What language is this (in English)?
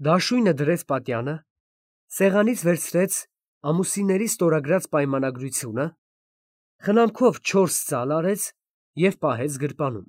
Armenian